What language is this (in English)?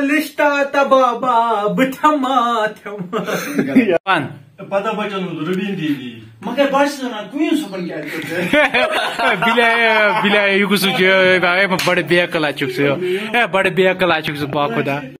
Kashmiri